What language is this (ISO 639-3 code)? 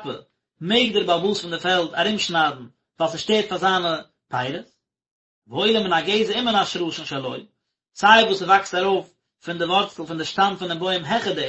yid